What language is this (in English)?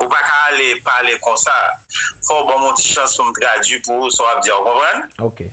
Haitian Creole